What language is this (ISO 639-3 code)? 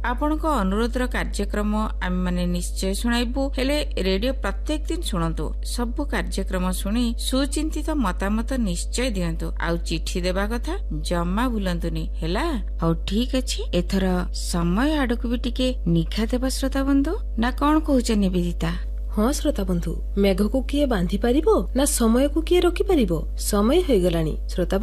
ori